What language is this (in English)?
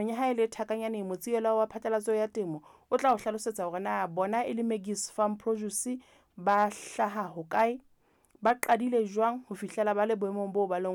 Southern Sotho